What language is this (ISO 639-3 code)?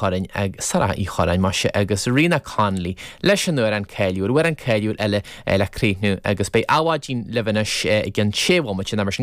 gle